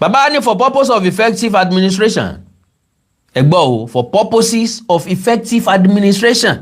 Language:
Yoruba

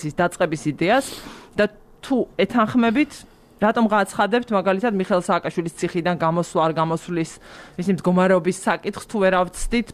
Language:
Georgian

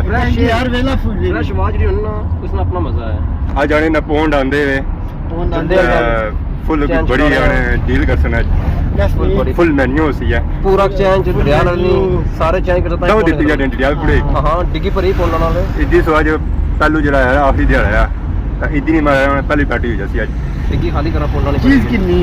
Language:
Pahari-Potwari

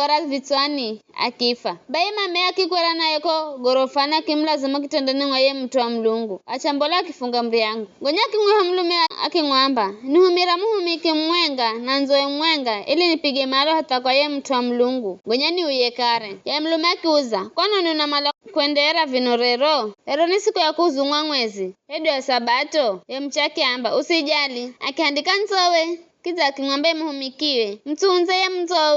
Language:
Giryama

